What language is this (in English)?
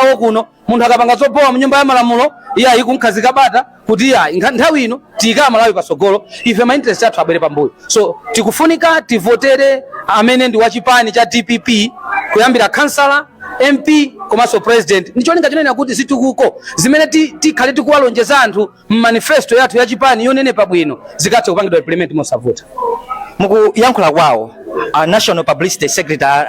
Nyanja